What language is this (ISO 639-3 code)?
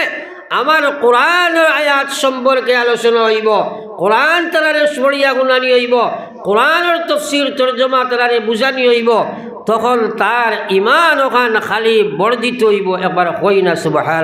syl